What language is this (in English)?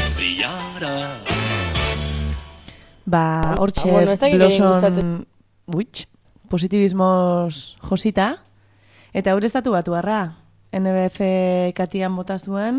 Basque